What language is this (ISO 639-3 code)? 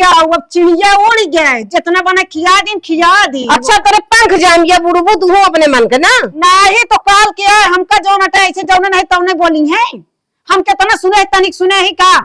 awa